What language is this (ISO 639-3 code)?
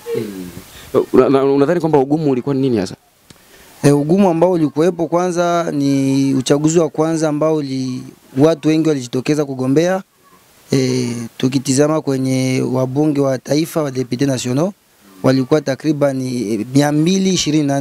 swa